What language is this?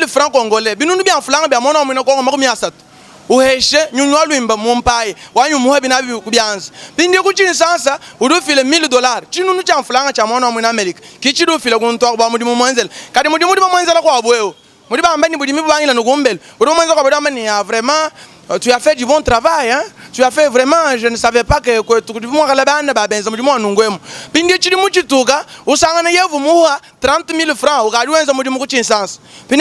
Luba-Lulua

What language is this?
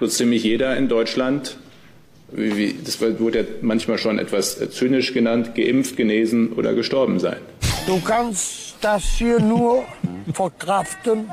Luxembourgish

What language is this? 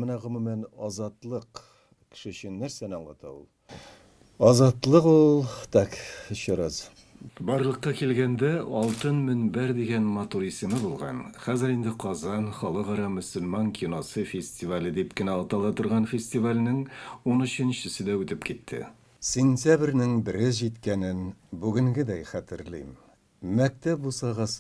Tatar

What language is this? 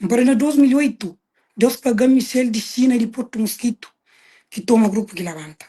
Kabuverdianu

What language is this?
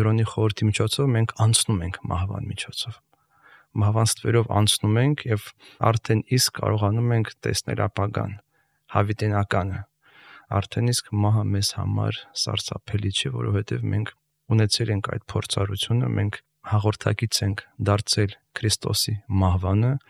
Armenian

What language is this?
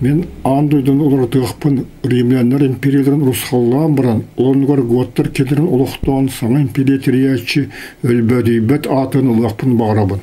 Yakut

